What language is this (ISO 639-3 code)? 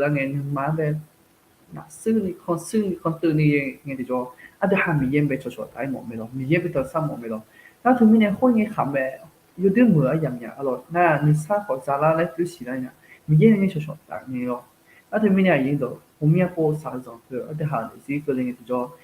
ahk